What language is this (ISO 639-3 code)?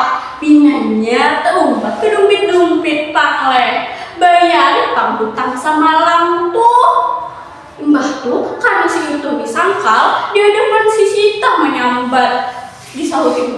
bjn